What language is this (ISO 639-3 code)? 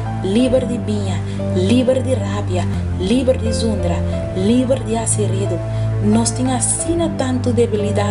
pap